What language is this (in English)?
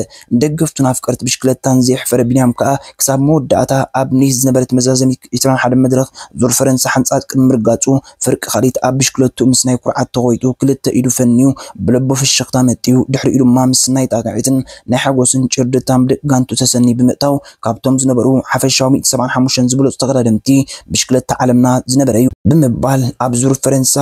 Tigrinya